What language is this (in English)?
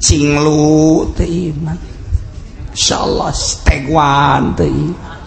Sundanese